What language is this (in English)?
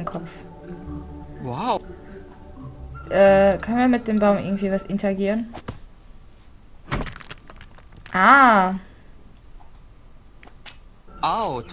German